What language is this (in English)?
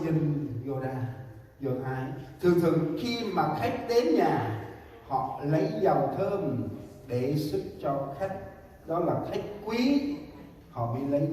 Central Mnong